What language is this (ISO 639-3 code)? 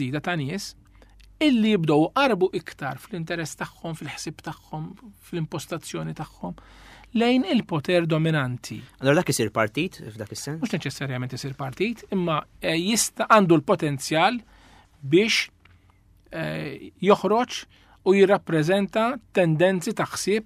mlt